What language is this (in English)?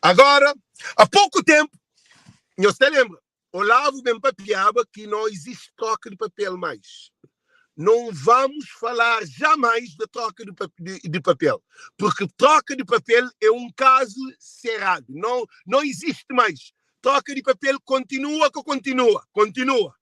Kabuverdianu